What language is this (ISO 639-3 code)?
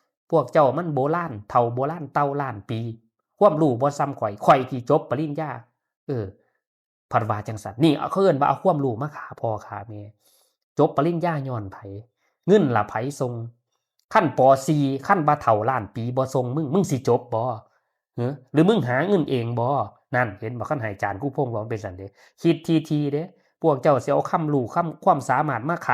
tts